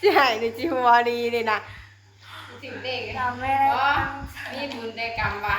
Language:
Northeastern Thai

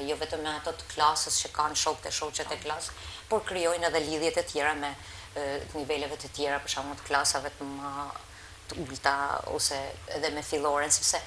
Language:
Albanian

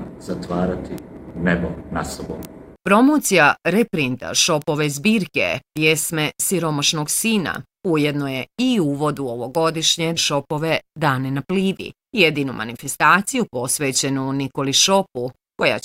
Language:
Bosnian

